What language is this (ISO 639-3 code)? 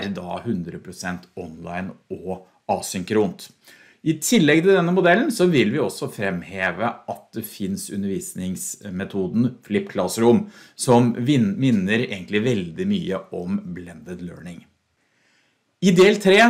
nor